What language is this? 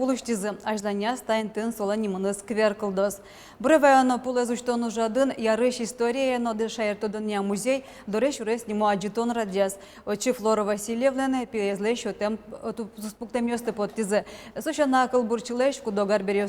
Udmurt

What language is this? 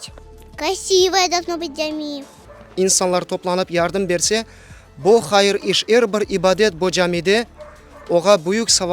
Crimean Tatar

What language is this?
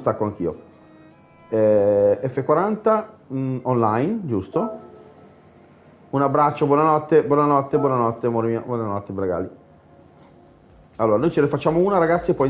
Italian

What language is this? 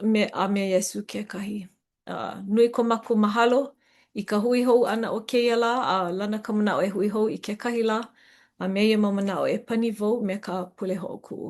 Hawaiian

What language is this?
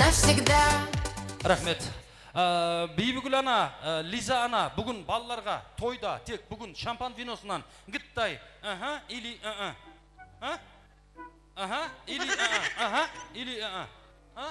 Kara-Kalpak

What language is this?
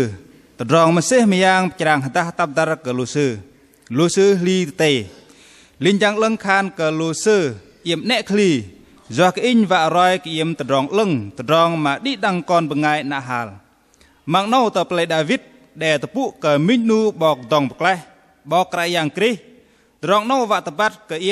Bahnar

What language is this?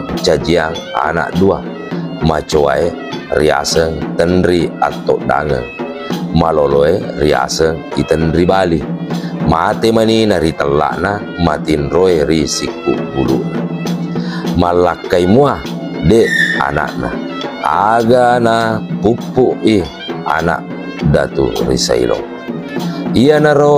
Buginese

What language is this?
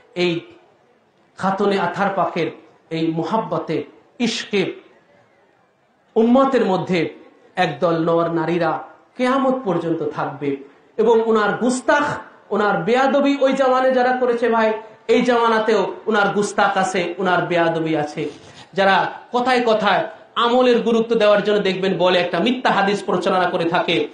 Bangla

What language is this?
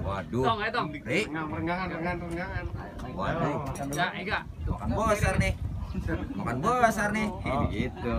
Betawi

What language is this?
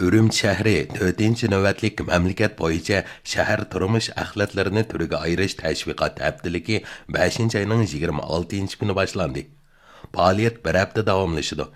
Uyghur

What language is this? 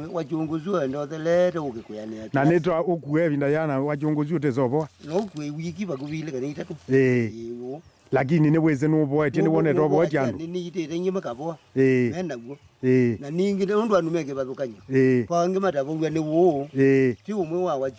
Kamba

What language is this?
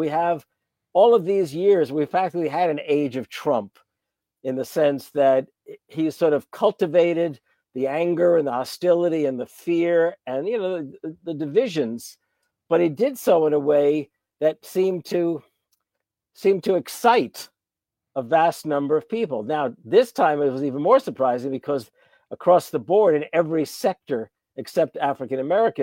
English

